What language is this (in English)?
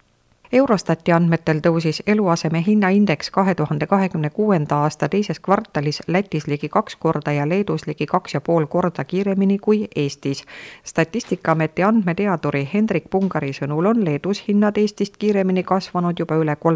Estonian